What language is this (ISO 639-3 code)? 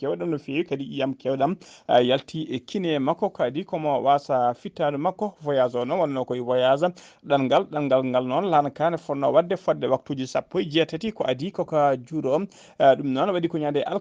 ful